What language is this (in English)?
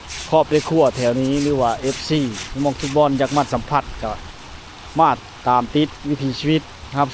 Lao